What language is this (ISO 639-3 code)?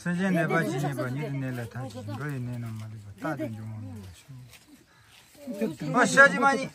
bod